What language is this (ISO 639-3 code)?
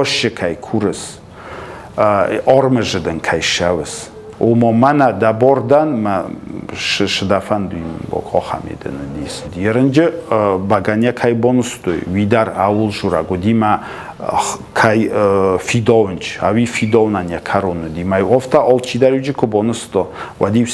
oss